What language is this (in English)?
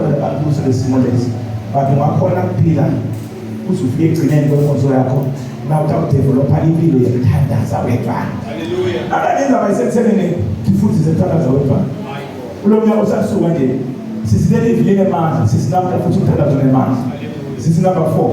Zulu